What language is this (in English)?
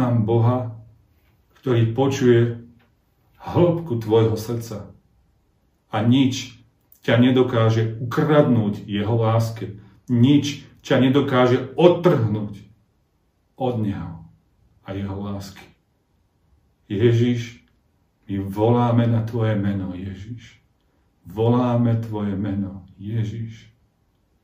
Slovak